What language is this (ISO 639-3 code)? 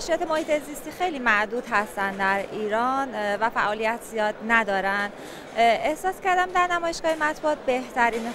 fas